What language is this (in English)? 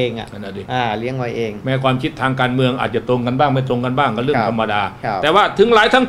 Thai